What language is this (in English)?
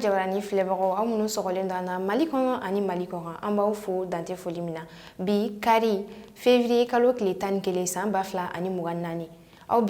Bambara